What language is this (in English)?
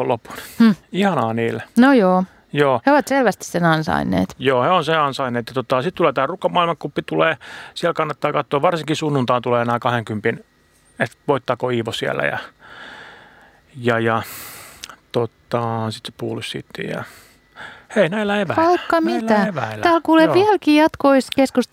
Finnish